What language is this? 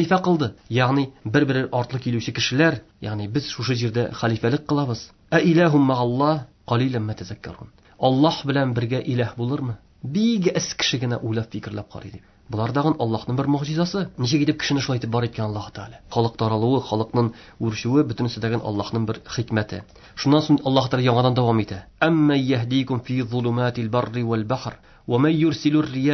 Tatar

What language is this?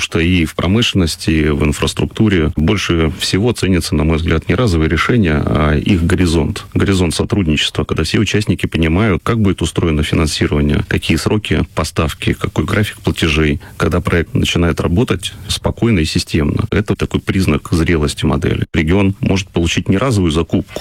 Russian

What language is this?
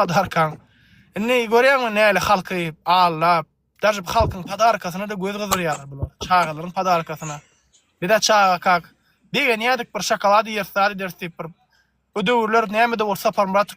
Turkmen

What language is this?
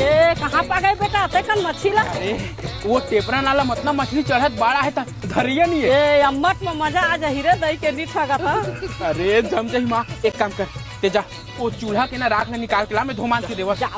Chhattisgarhi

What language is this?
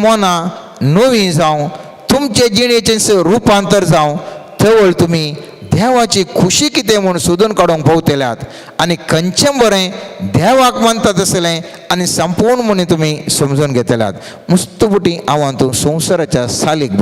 Konkani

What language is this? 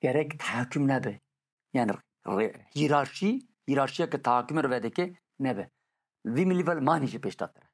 Kurdish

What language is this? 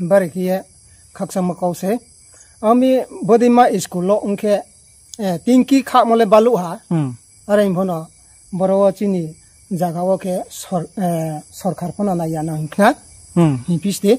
Riang (India)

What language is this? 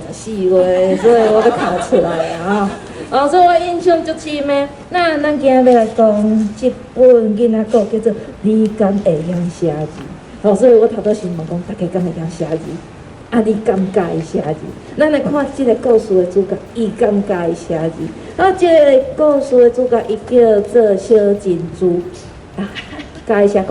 Min Nan Chinese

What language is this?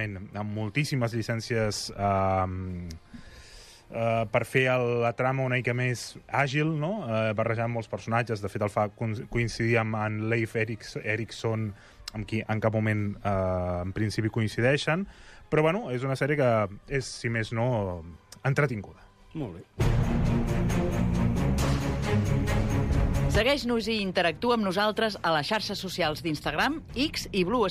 Catalan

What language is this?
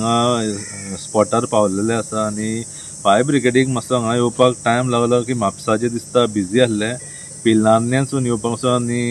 Konkani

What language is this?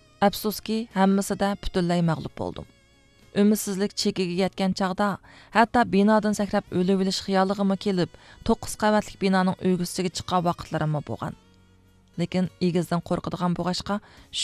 Uyghur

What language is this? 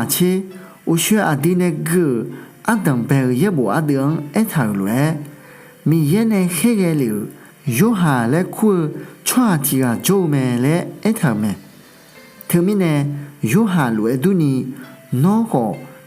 Akha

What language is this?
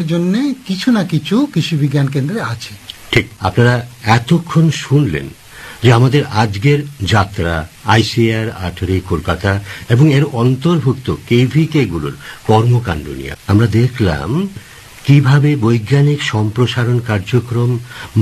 Bangla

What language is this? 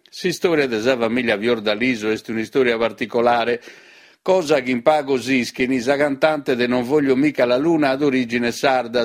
Sardinian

